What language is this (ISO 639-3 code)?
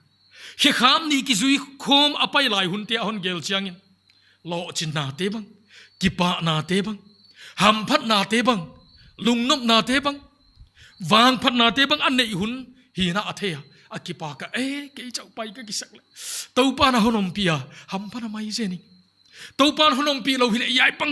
pck